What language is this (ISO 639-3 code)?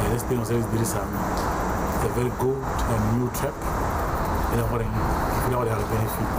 tsn